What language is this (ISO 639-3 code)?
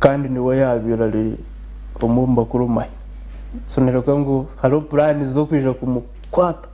nyn